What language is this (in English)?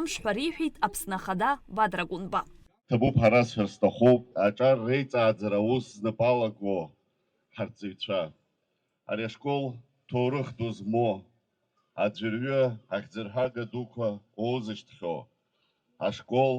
Abkhazian